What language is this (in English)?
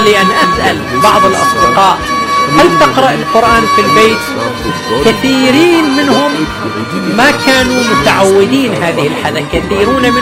Arabic